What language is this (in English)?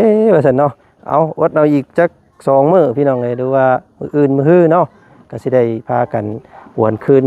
Lao